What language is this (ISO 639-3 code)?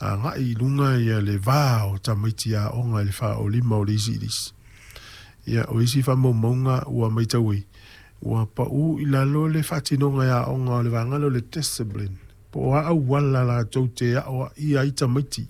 smo